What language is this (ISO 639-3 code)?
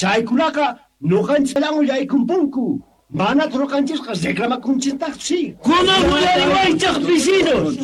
quh